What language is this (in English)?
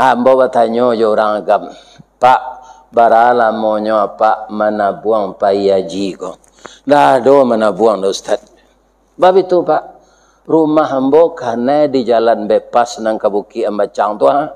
Minangkabau